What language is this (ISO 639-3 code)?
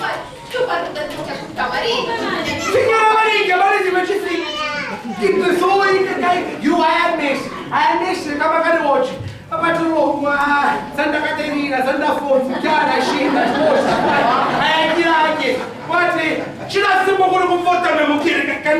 scn